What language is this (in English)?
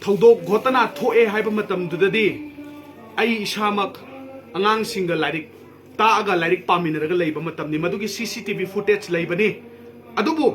Manipuri